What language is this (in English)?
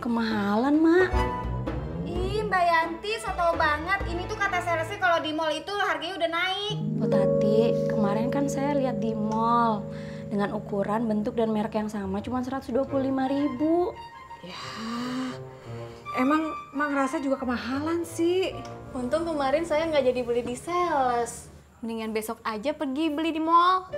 Betawi